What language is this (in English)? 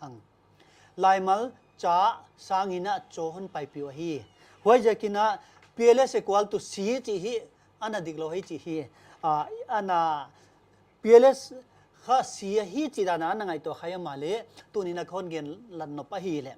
Paite Chin